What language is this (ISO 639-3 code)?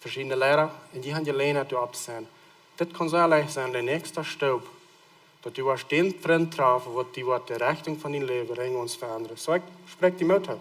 pdt